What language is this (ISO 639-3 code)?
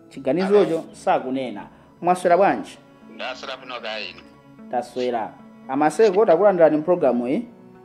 nya